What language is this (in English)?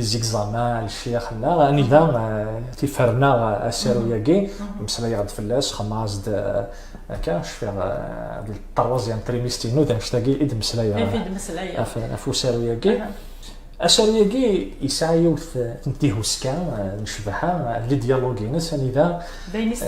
Kabyle